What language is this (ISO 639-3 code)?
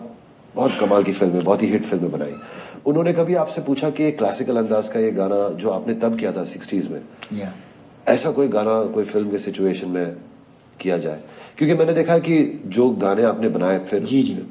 hin